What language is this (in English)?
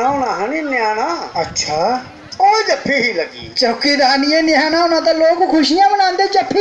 Dogri